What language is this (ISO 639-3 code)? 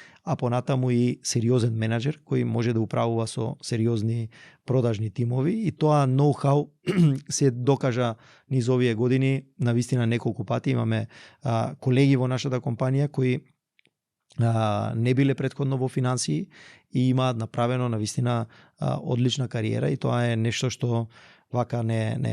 mkd